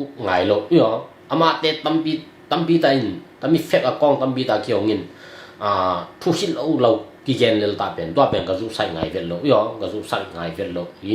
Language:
Tedim Chin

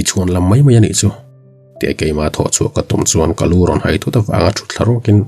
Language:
Mizo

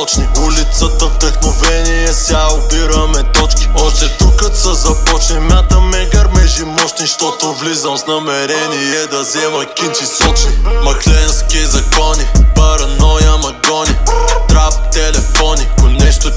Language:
Bulgarian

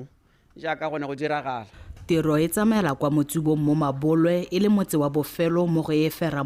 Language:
Tswana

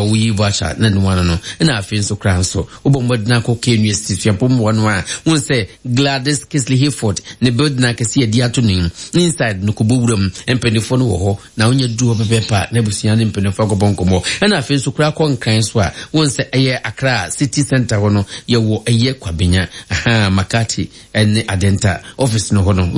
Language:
Akan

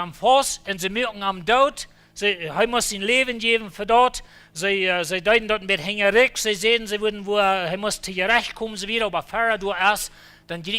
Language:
Plautdietsch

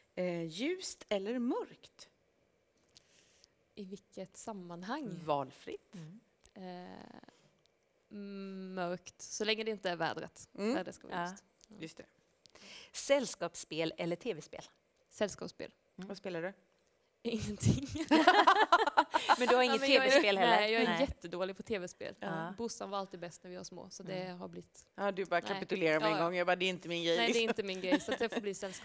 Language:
Swedish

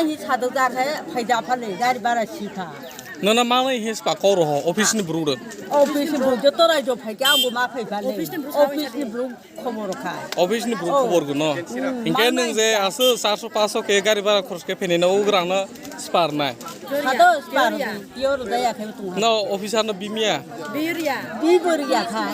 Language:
Kok Borok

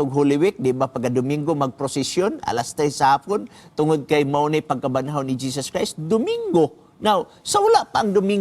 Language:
Cebuano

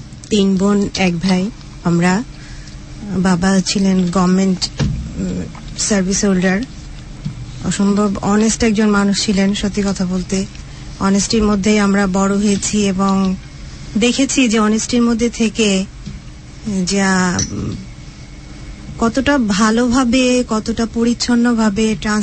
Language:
Bangla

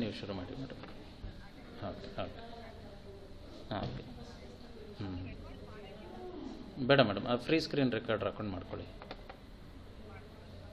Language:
Kannada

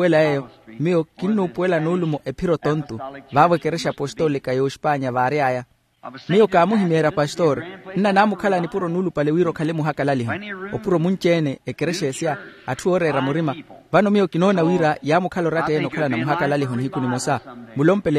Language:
Makhuwa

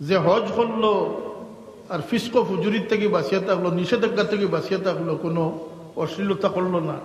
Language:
Sylheti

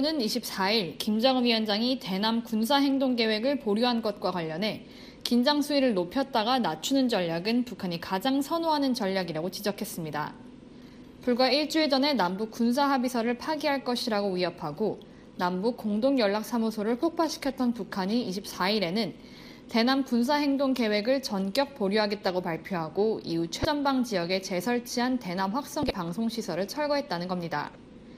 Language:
Korean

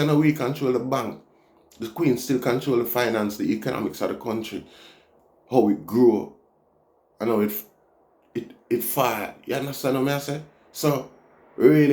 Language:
Jamaican Creole English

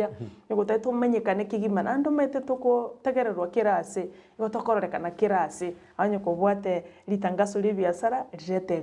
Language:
Gusii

